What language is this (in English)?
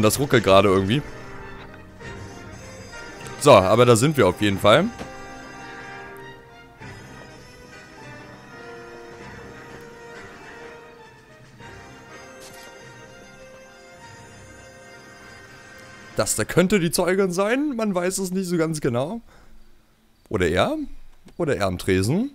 German